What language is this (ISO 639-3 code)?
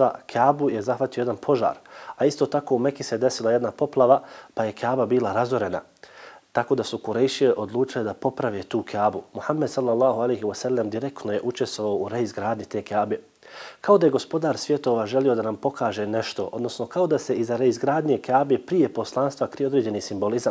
bos